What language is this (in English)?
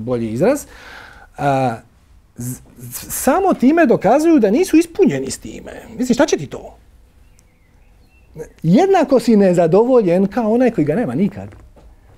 Croatian